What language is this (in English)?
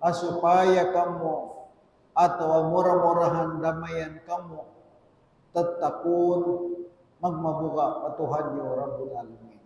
Tausug